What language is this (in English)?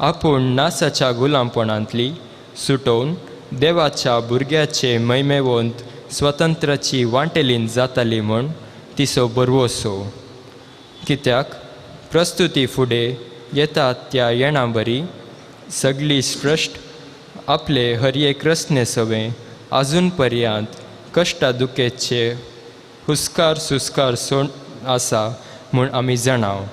Konkani